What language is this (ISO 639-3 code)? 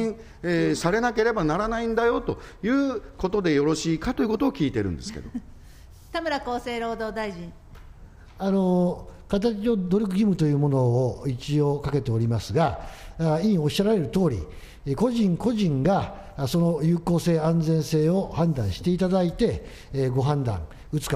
jpn